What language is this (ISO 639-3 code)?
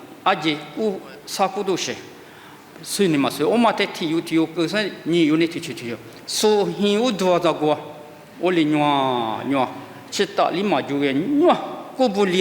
lis